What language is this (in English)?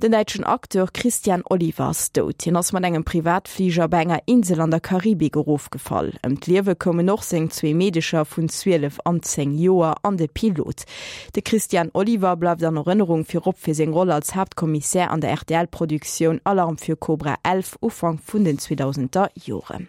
Luxembourgish